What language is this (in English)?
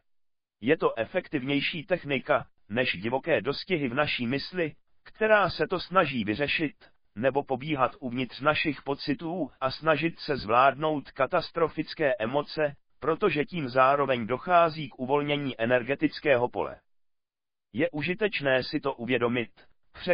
Czech